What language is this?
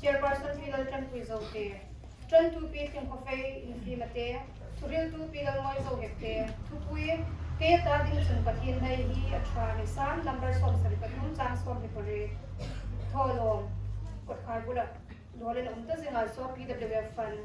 Hmar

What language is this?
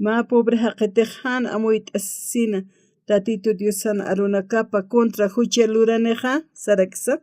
Aymara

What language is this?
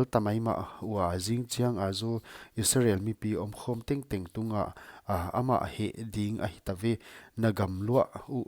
Paite Chin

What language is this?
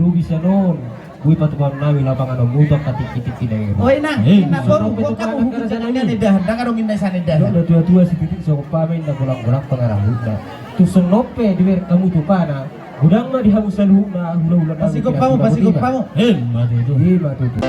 Batak Toba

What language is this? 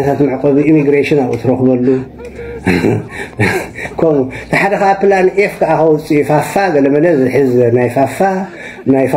Tigrinya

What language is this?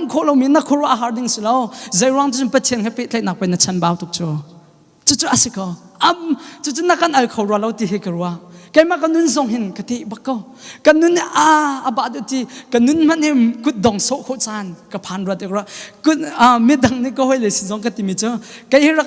Hakha Chin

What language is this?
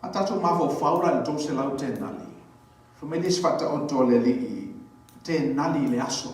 Samoan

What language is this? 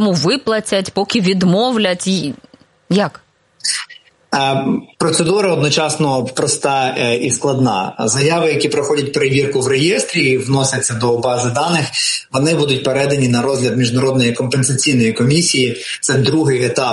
Ukrainian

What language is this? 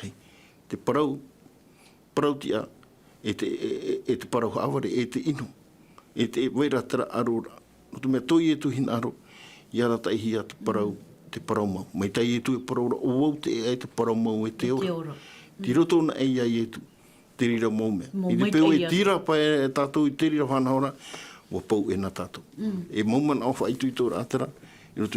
Tahitian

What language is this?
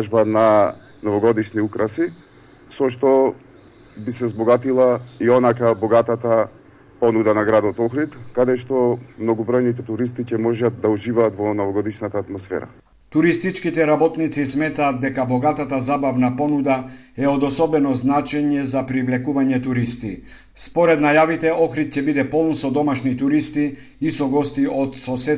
Macedonian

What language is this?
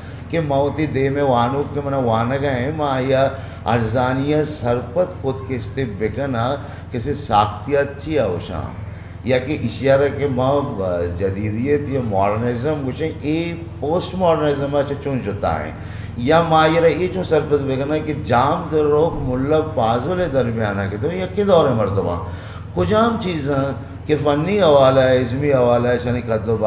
Eastern Balochi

